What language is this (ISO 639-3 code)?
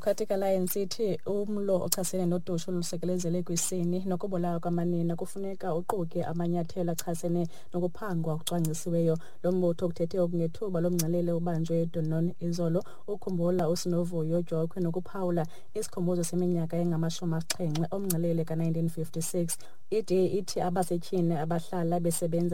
xho